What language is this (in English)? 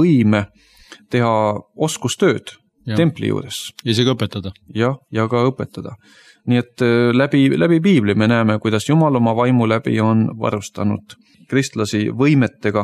Estonian